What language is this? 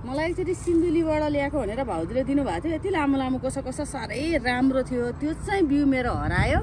Nepali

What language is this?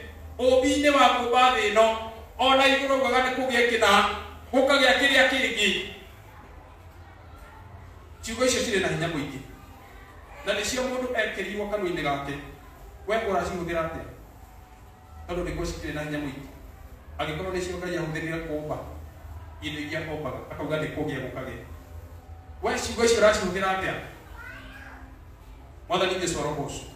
Kikuyu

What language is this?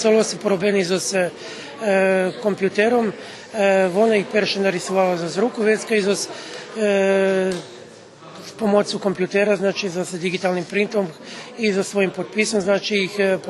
Rusyn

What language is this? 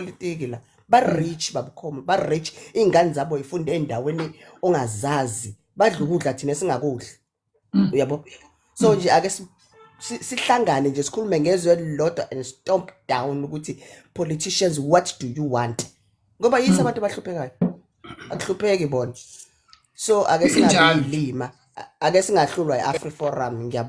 Zulu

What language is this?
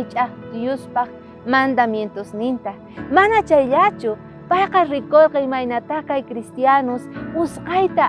South Bolivian Quechua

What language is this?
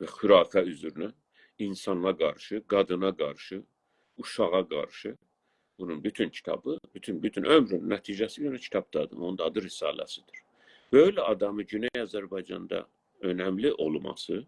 South Azerbaijani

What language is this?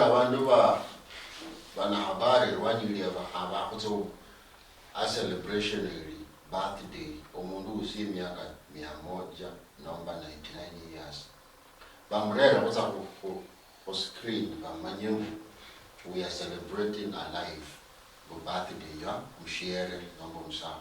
Luyia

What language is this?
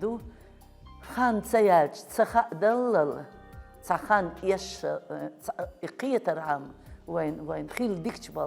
Chechen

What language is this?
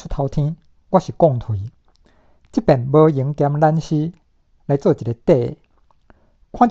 Min Nan Chinese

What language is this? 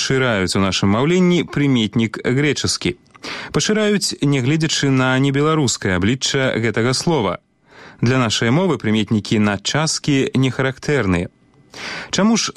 Belarusian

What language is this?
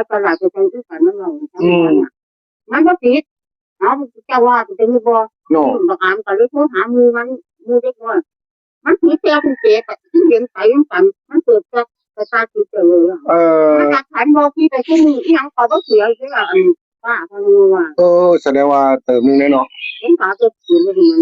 Northeastern Thai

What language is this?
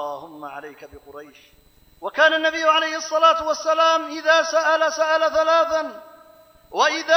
Arabic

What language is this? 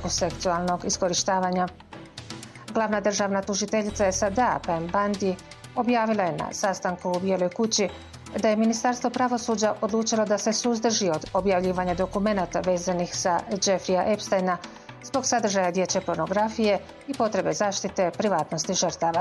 Bosnian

